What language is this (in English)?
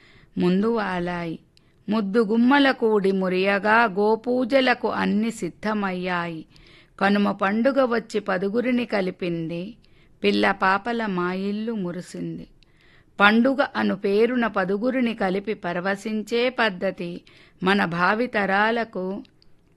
Telugu